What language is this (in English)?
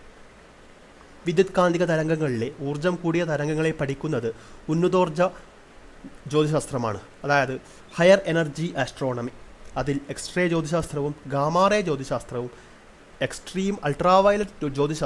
Malayalam